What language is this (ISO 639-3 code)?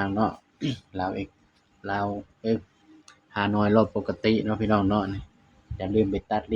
tts